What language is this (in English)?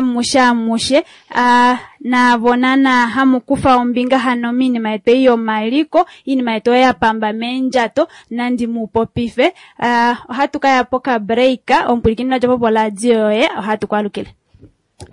Kuanyama